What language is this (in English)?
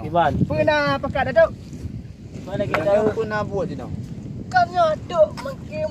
Achinese